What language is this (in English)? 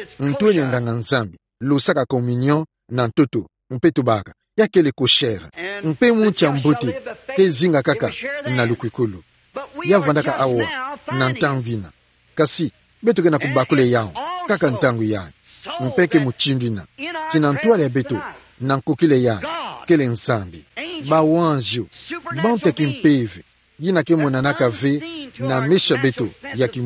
Kituba (Democratic Republic of Congo)